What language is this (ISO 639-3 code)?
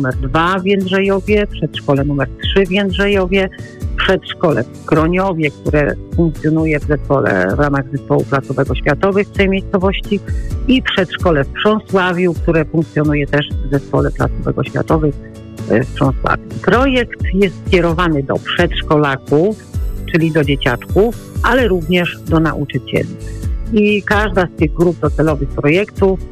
pol